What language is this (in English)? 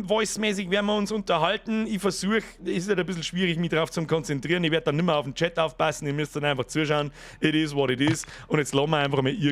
Bavarian